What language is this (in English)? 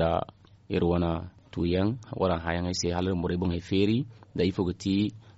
Zarma